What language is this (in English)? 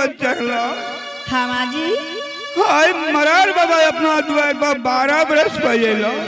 Angika